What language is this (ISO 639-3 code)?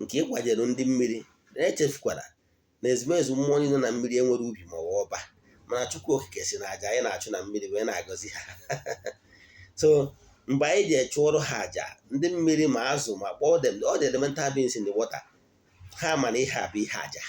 ibo